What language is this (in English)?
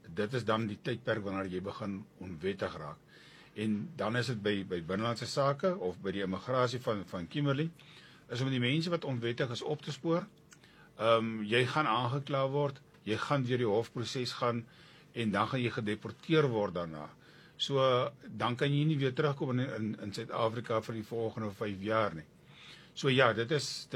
Afrikaans